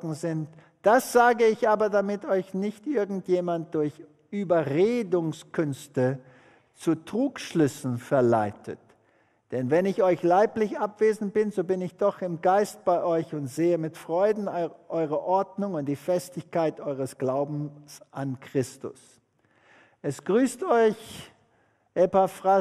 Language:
German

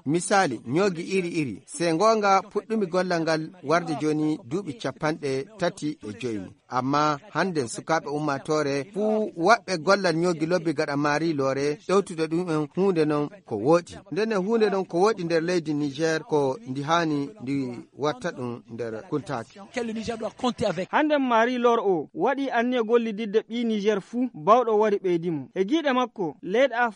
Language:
Fula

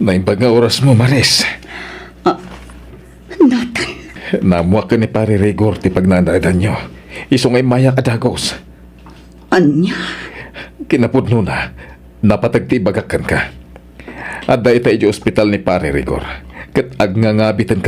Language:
Iloko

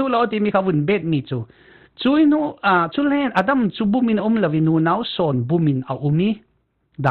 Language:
Falam Chin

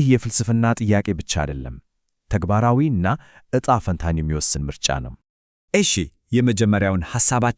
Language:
Amharic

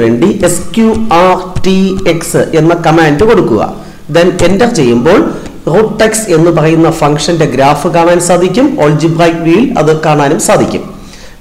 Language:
Malayalam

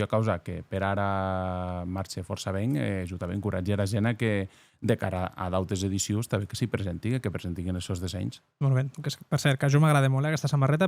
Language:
Occitan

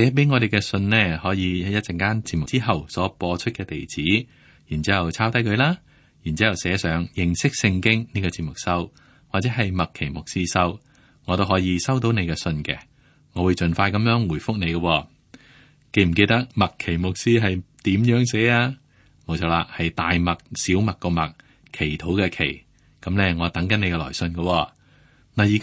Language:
Cantonese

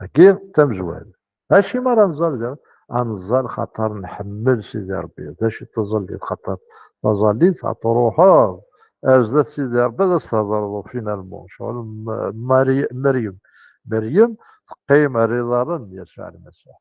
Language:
Kabyle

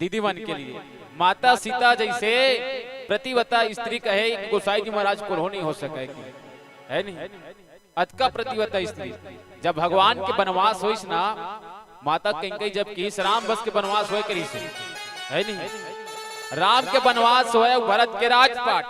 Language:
Chhattisgarhi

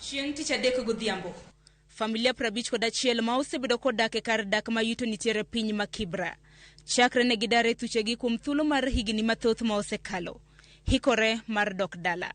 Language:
Luo (Kenya and Tanzania)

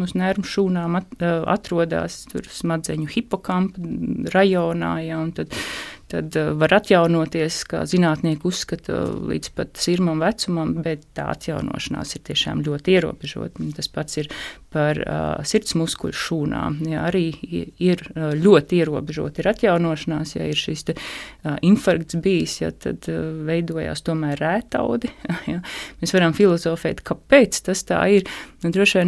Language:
Latvian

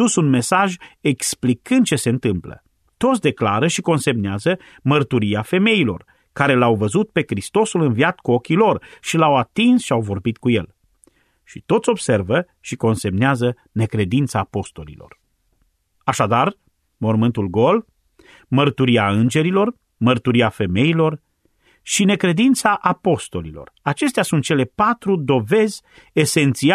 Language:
Romanian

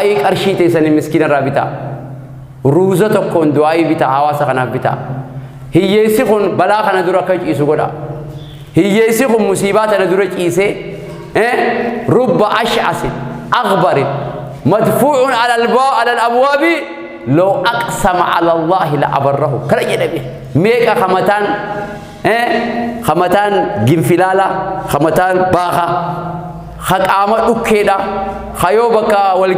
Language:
Oromo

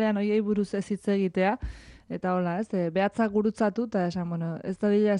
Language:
Basque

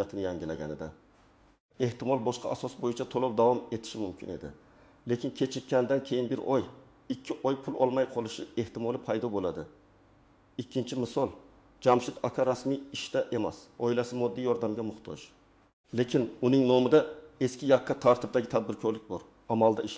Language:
Uzbek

